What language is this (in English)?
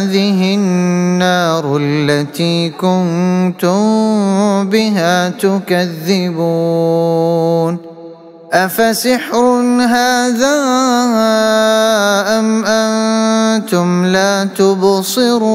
Arabic